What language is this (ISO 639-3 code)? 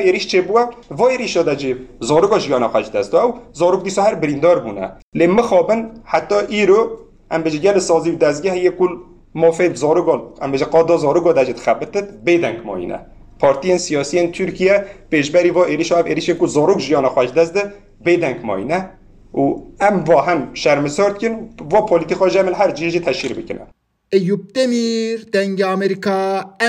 kur